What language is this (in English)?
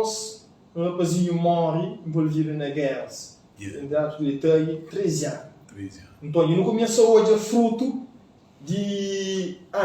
Kabuverdianu